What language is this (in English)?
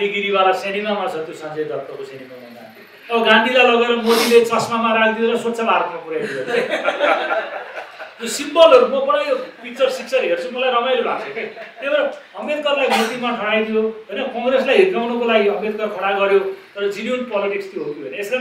Nepali